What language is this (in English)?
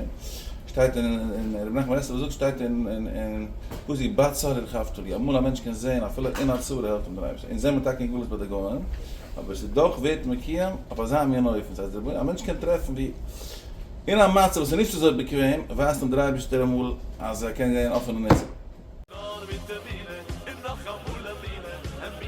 Yiddish